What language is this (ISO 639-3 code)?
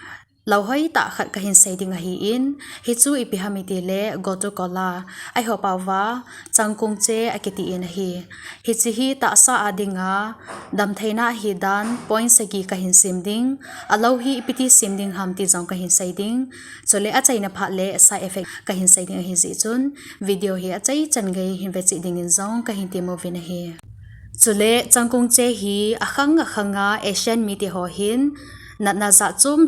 tcz